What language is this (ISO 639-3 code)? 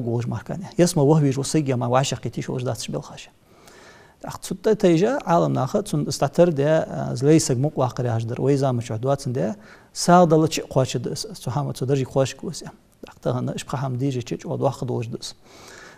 inh